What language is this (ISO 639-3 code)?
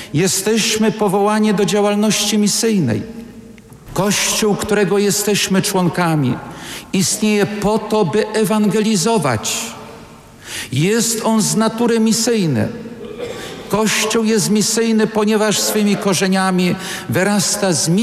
pol